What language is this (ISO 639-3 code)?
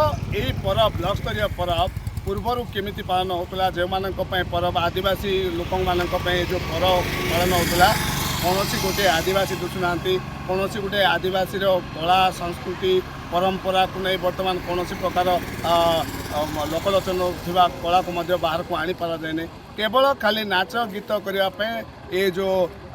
ori